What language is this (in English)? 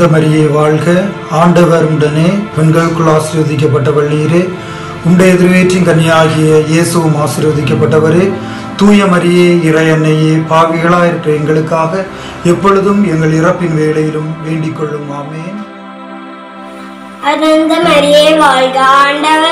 Tamil